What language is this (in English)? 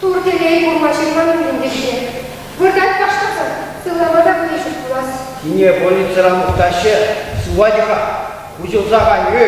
Chuvash